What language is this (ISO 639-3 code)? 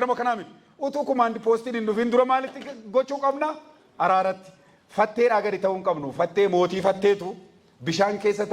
orm